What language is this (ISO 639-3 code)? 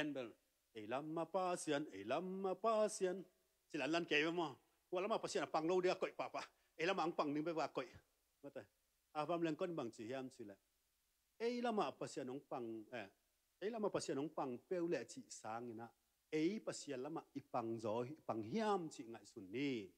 ctd